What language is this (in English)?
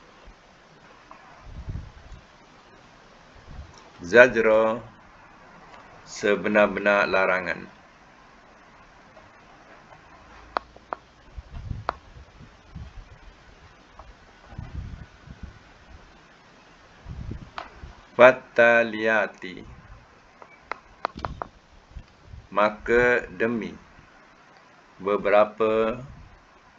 Malay